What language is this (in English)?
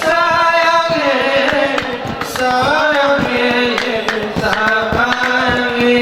Gayo